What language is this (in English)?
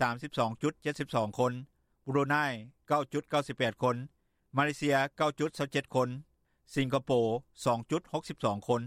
Lao